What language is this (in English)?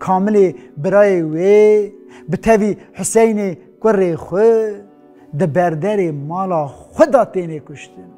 Kurdish